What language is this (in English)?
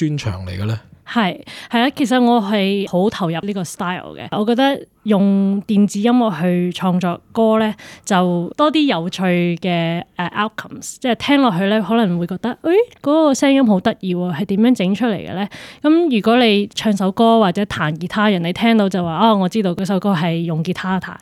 Cantonese